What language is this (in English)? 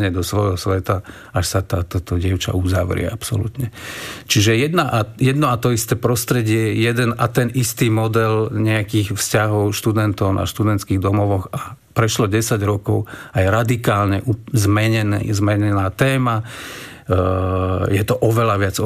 Slovak